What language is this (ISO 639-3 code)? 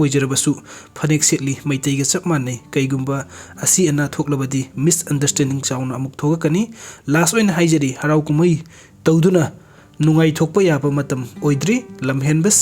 mni